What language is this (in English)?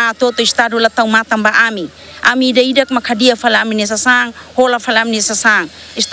Tetum